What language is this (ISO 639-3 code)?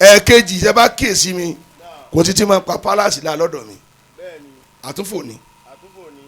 yor